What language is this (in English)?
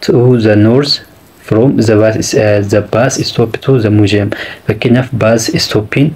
Oromo